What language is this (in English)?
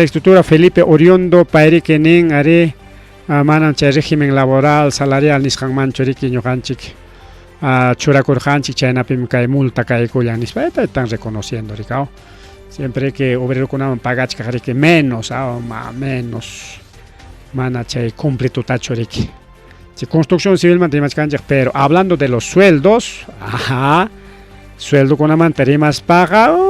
Ayacucho Quechua